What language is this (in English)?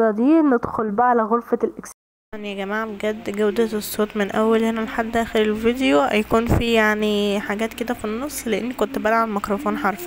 Egyptian Arabic